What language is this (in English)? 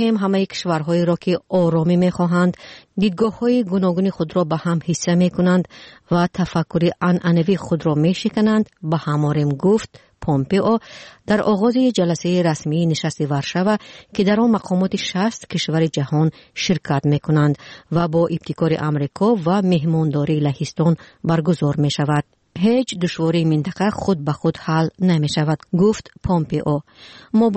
Persian